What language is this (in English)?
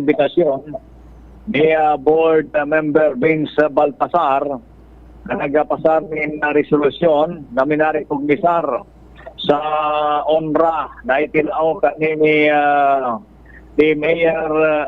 Bikol